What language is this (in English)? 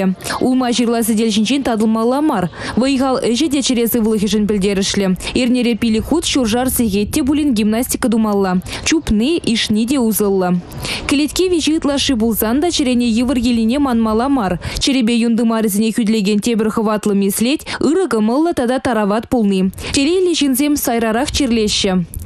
Chuvash